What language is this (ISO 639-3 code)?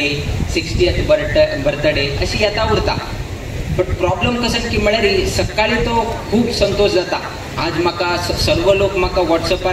kok